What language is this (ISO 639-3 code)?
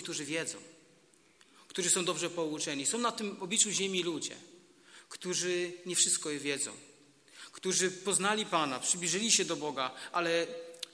pol